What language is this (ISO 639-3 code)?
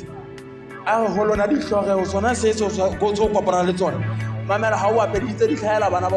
sot